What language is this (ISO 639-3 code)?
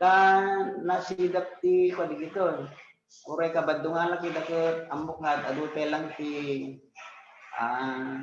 ilo